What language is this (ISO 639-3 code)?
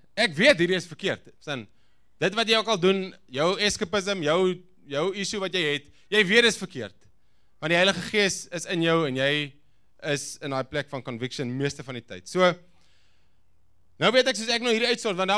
afr